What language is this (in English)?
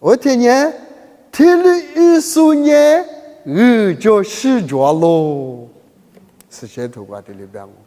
Lisu